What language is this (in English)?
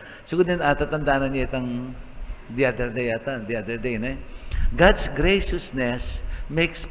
Pampanga